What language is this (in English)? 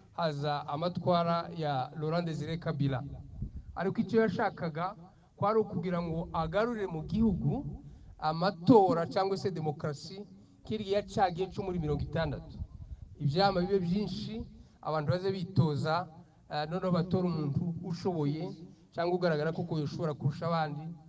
Kinyarwanda